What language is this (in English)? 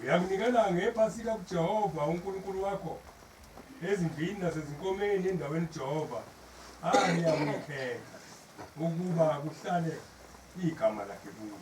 Zulu